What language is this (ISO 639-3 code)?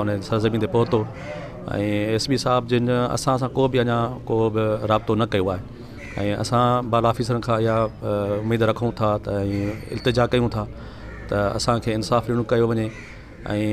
snd